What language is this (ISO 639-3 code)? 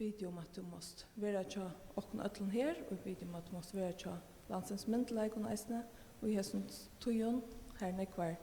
fao